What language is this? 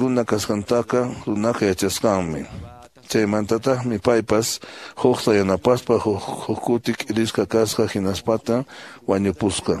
Quechua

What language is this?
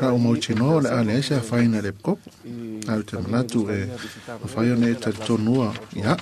Samoan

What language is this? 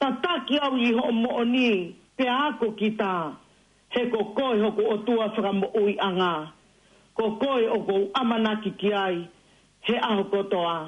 Tongan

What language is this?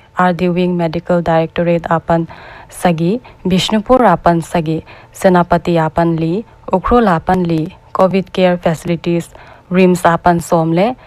Paite Chin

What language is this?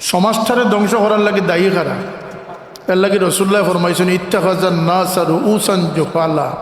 Sylheti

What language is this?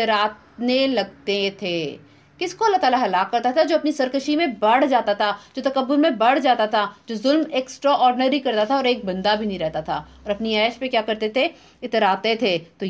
Urdu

